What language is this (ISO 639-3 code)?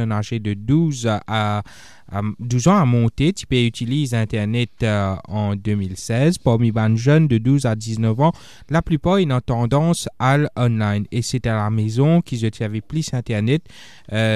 fra